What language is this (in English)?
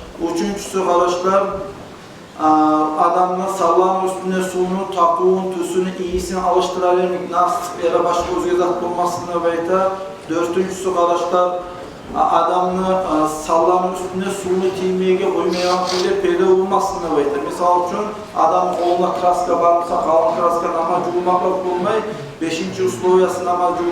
Kumyk